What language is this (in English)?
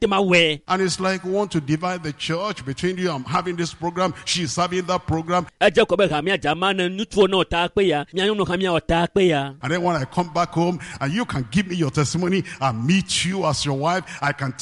Ewe